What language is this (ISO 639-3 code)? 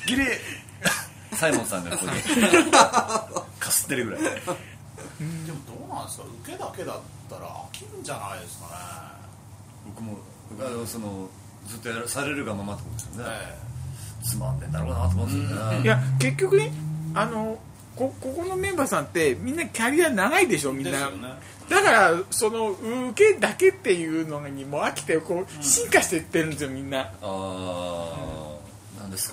jpn